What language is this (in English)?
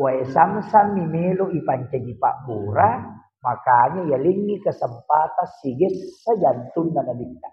Buginese